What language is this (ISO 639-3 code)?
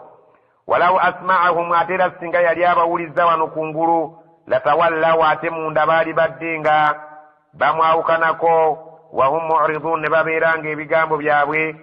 lug